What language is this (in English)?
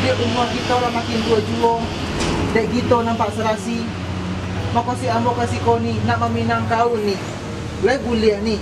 Minangkabau